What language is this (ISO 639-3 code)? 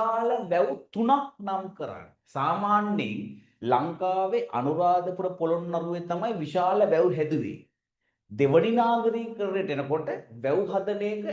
sin